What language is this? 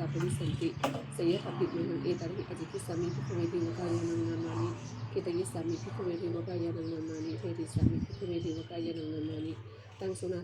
Pali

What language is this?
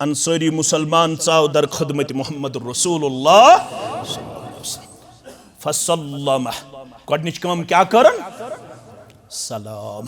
Kashmiri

